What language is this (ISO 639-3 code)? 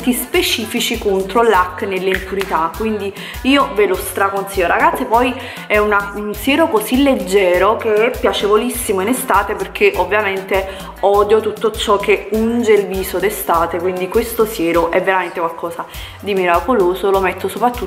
ita